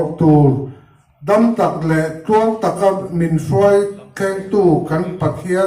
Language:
Hmar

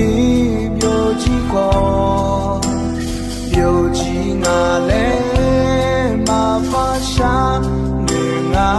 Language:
Akha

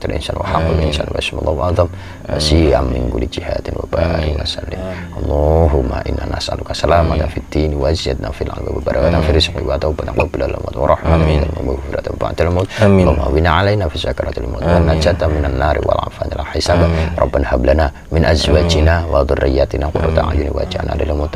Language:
Indonesian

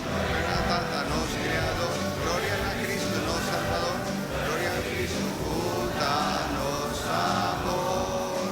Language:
Papiamento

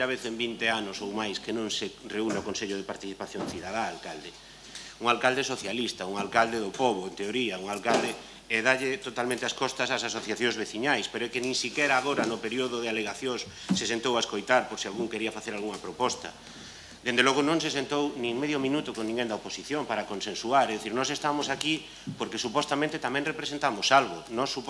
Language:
Galician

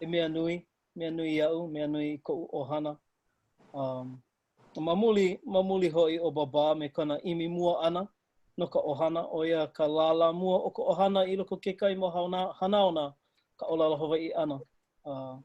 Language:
Hawaiian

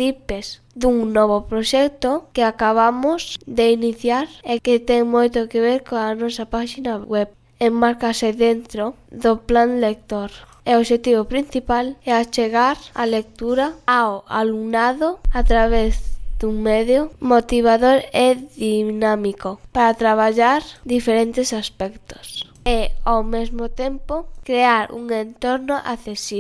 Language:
Galician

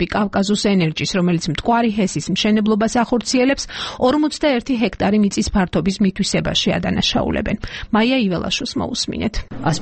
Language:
Georgian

